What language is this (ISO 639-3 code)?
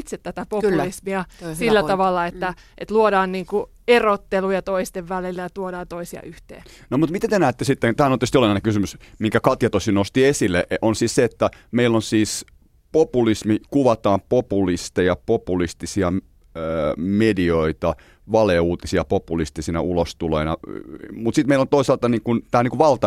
fin